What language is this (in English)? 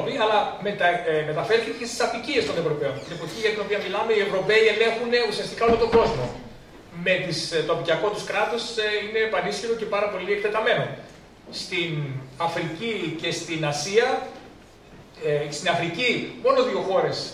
Greek